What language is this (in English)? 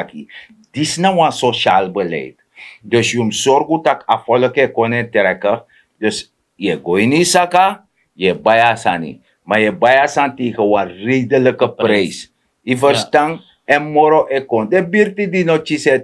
Sranan Tongo